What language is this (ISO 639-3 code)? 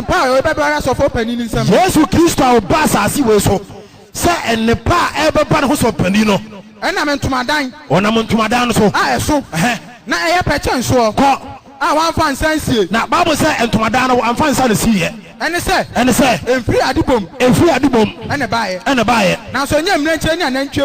aka